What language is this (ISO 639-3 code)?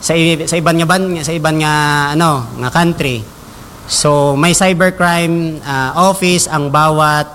hil